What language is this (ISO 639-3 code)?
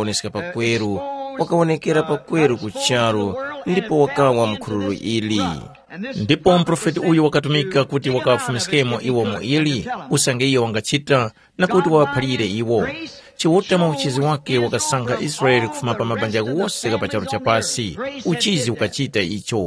tum